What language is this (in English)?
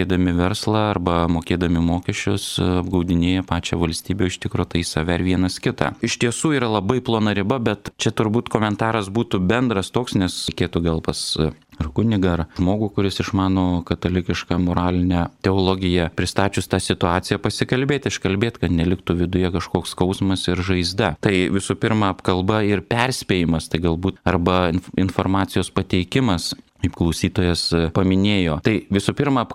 Lithuanian